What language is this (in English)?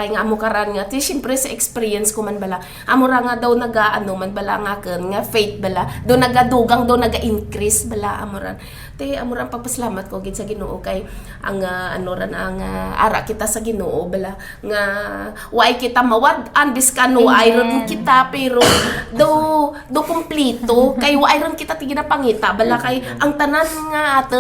Hiligaynon